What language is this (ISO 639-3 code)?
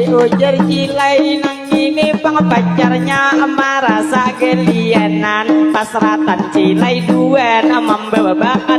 bjn